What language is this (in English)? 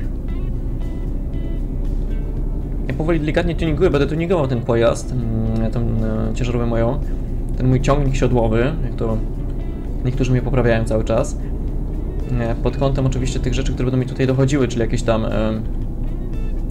Polish